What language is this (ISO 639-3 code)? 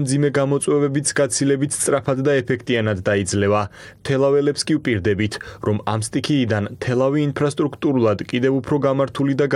kat